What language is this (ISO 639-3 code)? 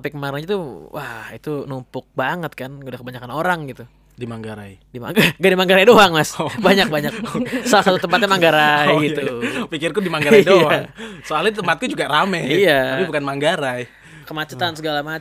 ind